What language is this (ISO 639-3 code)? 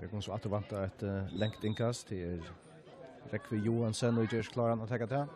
fao